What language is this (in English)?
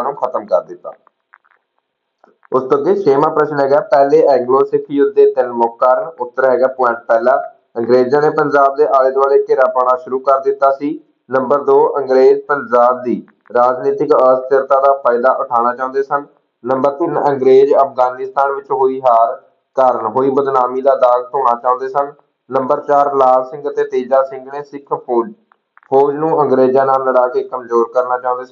Punjabi